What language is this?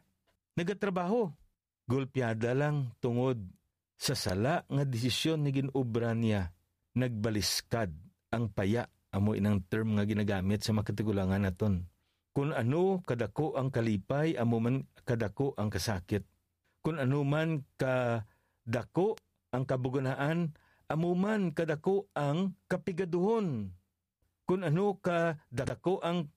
Hiligaynon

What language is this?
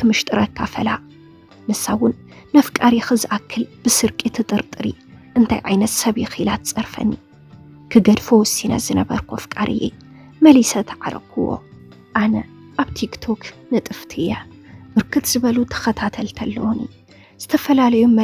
Tigrinya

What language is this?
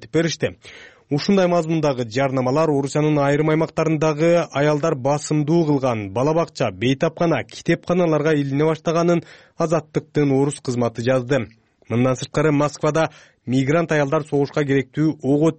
Kyrgyz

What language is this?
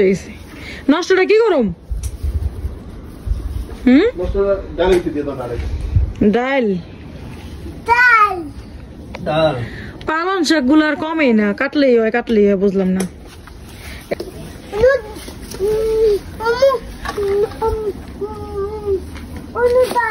Bangla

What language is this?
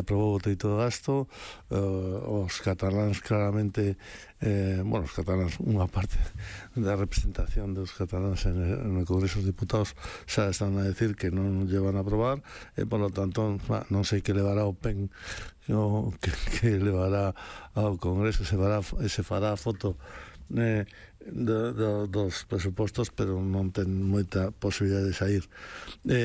Galician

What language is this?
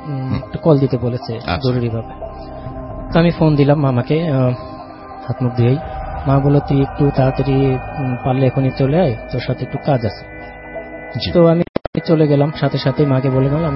Bangla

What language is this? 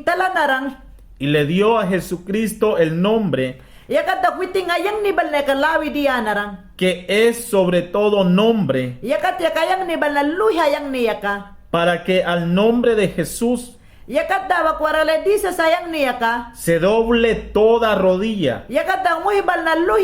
Mayangna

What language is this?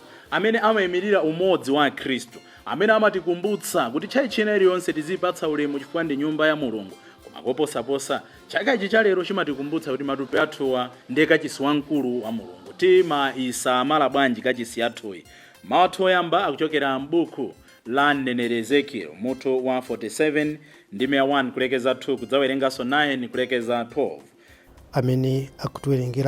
Nyanja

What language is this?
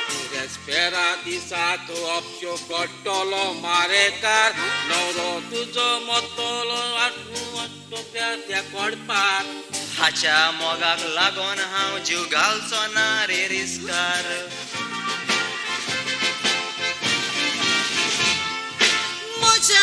Konkani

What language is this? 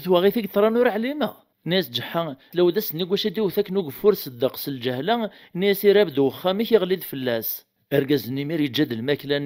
Kabyle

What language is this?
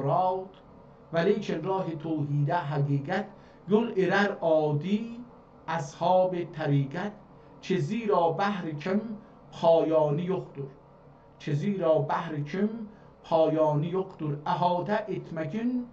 South Azerbaijani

